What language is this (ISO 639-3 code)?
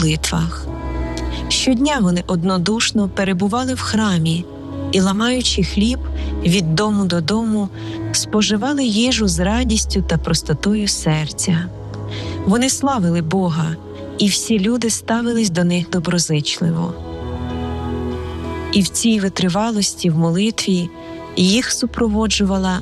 ukr